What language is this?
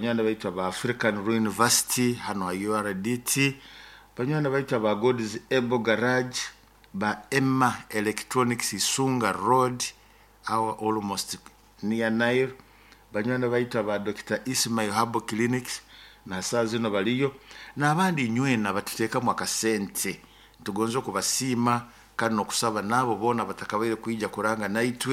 Nyoro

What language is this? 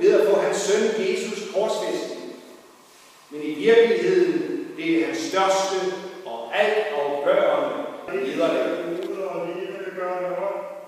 Danish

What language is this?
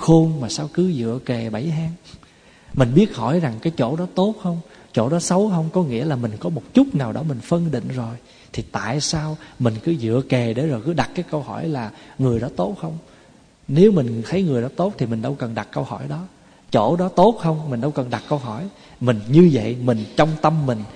Vietnamese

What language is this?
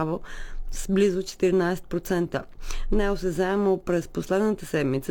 Bulgarian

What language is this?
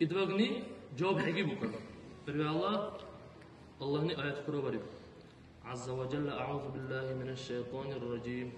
Dargwa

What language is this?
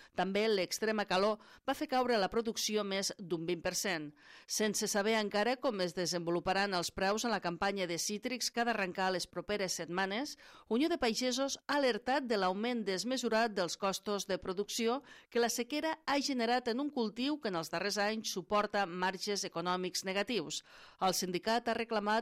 Catalan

